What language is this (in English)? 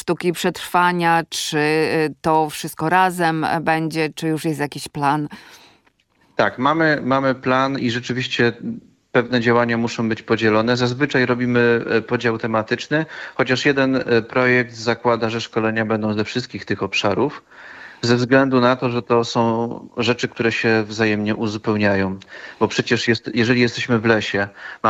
Polish